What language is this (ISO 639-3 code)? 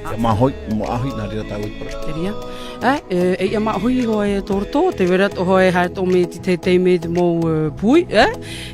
tah